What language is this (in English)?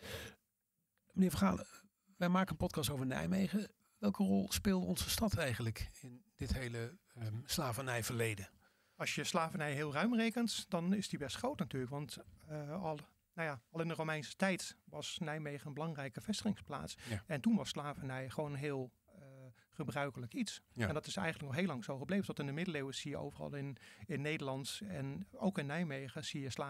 Dutch